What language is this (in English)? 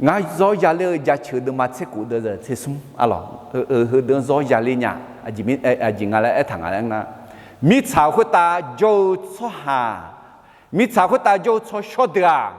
Akha